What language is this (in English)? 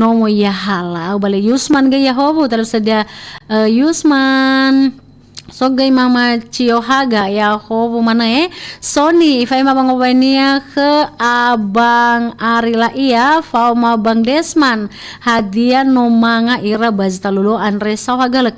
Nias